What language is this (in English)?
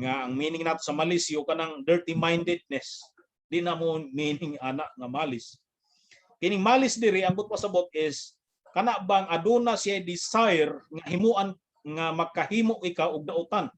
Cebuano